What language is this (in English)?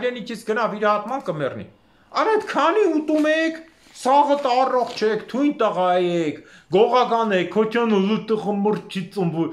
Armenian